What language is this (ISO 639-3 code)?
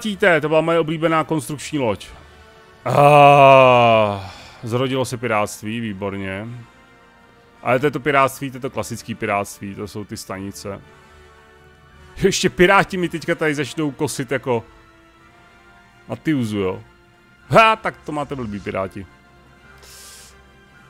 ces